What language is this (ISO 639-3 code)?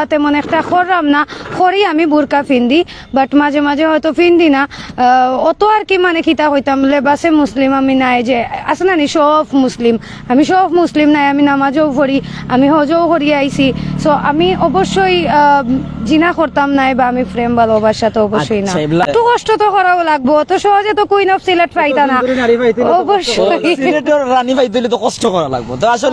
syl